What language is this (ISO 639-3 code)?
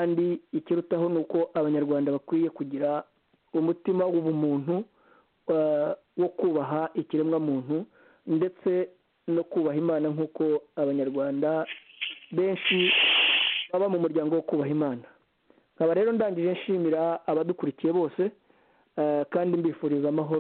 kin